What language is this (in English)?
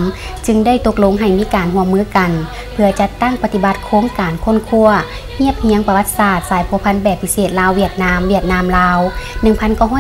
Lao